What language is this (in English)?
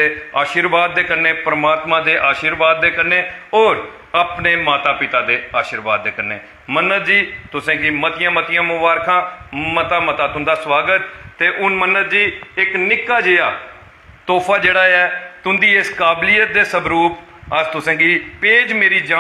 Dogri